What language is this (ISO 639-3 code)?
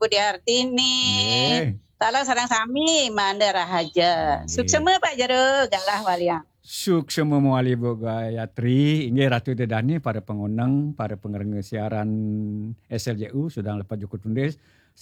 ban